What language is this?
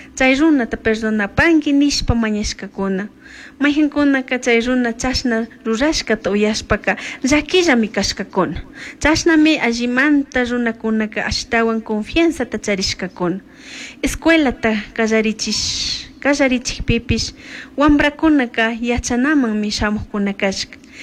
Chimborazo Highland Quichua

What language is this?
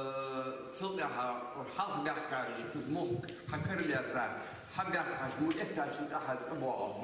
Ingush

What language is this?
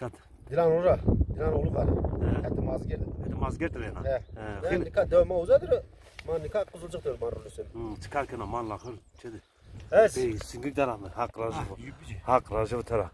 Zaza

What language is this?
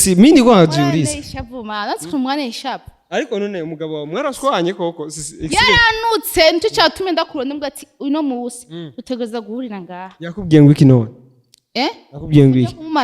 Rundi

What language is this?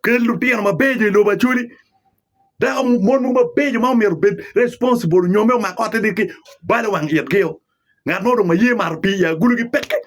Acoli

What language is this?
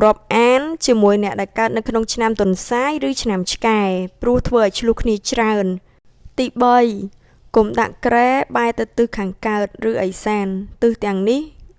Khmer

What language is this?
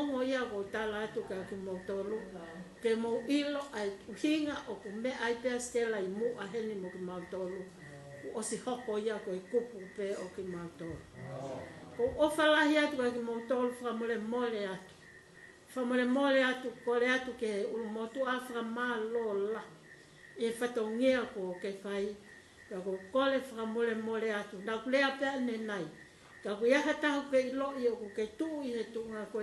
Tongan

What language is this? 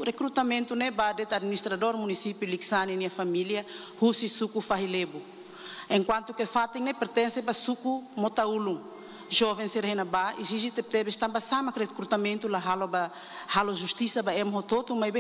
Tetum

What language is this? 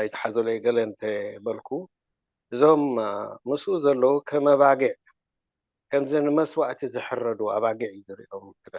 Tigrinya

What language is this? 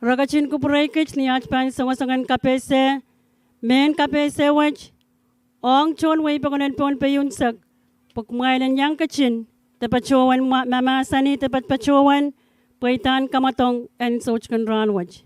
Pohnpeian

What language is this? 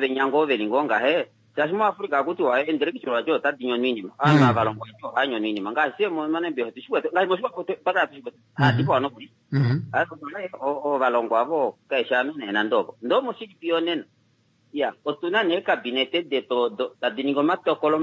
Kuanyama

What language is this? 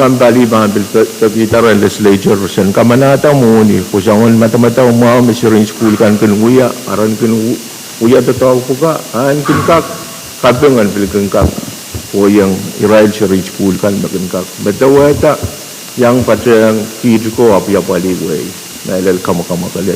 Pohnpeian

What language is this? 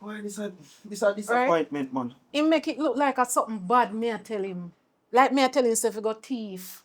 Jamaican Creole English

